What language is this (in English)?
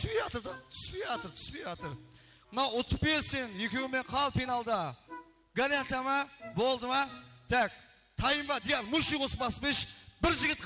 Kara-Kalpak